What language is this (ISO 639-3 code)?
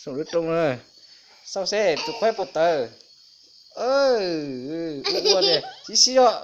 hmn